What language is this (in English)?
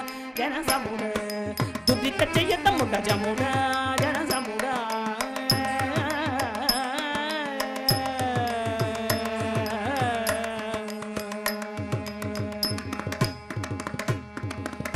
Telugu